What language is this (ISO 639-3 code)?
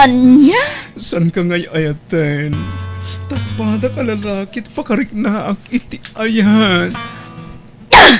ilo